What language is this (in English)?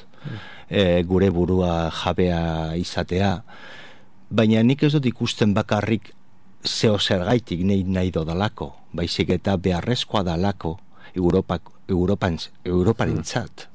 Basque